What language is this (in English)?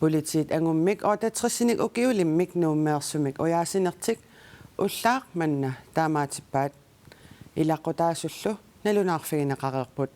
Kalaallisut